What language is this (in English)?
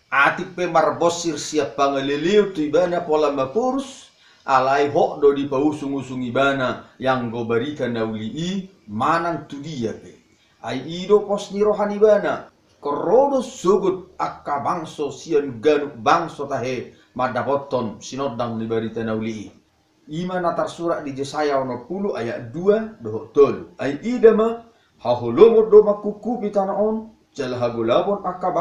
Batak Toba